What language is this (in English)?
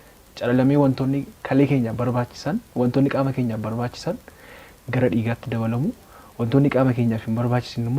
Oromo